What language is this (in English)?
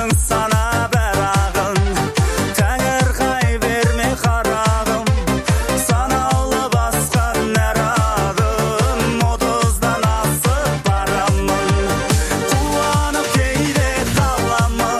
Kazakh